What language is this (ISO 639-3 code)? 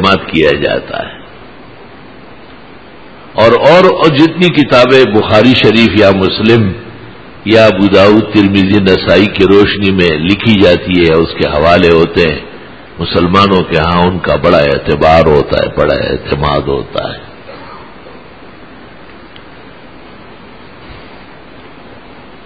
urd